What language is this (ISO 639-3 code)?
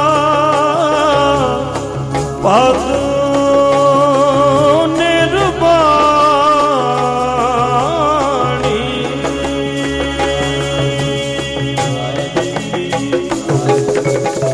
pan